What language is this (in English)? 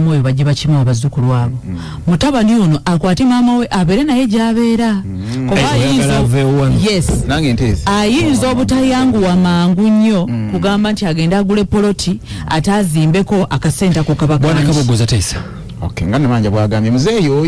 Ganda